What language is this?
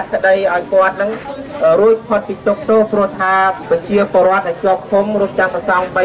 Khmer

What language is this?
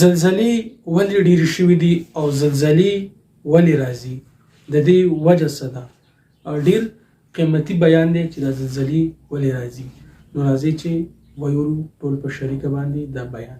Pashto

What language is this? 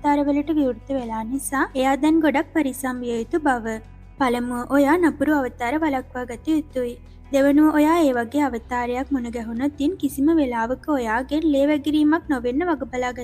Sinhala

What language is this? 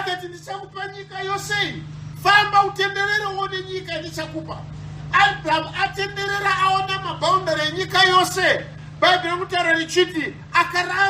Shona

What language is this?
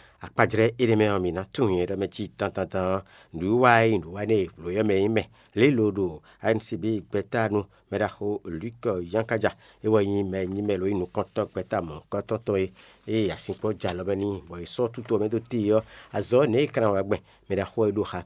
Fon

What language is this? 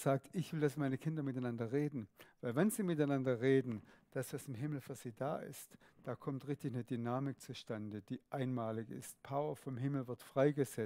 Swiss German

